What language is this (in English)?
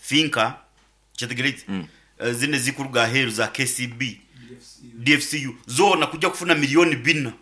Nyoro